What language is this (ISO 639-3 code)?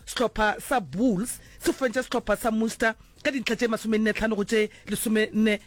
nso